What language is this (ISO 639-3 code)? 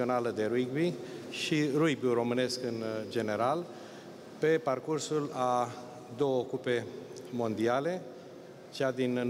ron